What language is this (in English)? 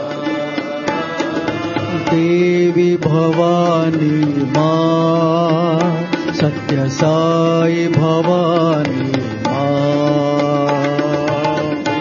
Telugu